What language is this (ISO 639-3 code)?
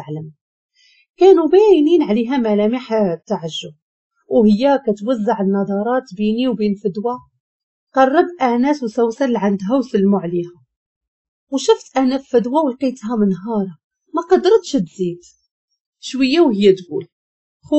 ary